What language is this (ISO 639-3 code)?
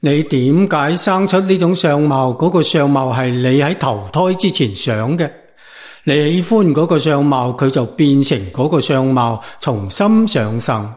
yue